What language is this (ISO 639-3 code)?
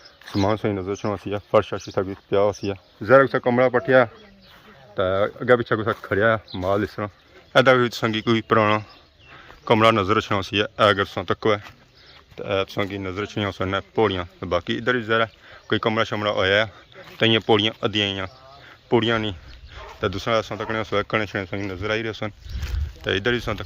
phr